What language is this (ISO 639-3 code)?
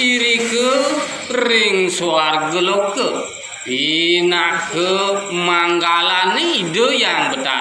ban